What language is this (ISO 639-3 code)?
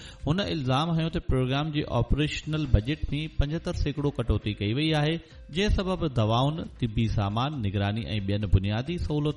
snd